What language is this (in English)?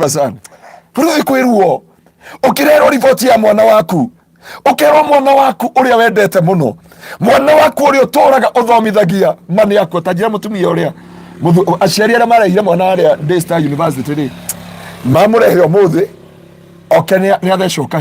Kikuyu